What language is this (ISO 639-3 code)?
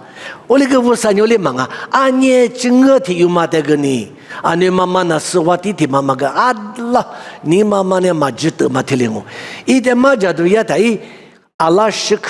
lis